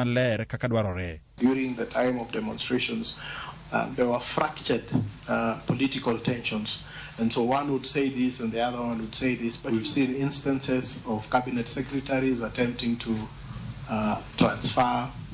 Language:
Luo (Kenya and Tanzania)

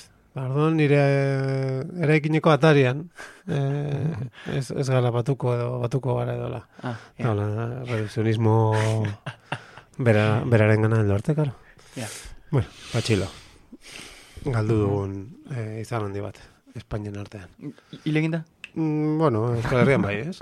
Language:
Basque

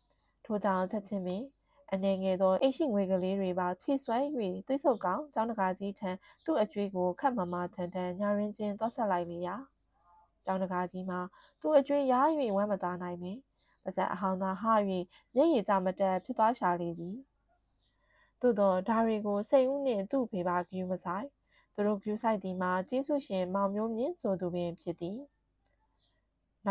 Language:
Burmese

